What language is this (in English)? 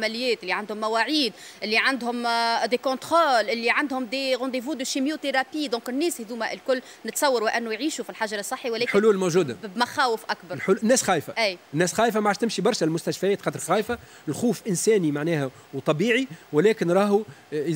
Tunisian Arabic